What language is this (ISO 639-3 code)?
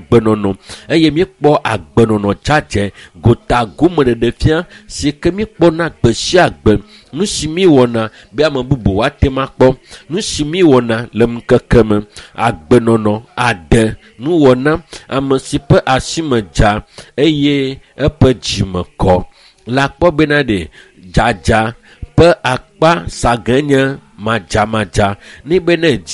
ewe